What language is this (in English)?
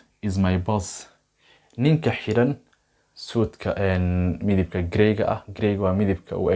Somali